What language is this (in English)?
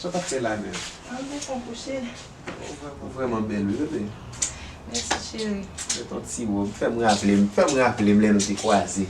Haitian Creole